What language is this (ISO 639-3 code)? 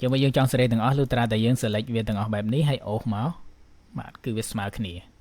khm